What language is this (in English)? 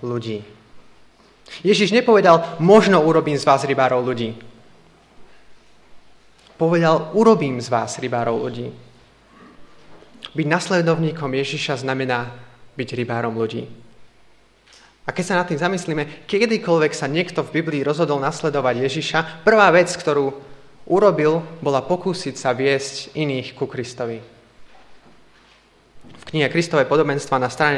Slovak